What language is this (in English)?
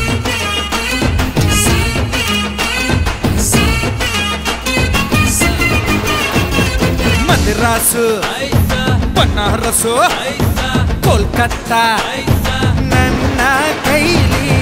Kannada